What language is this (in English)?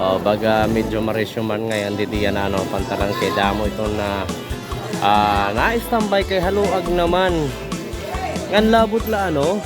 Waray